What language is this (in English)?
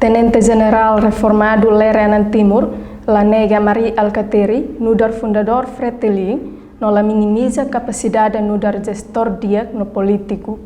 Tetum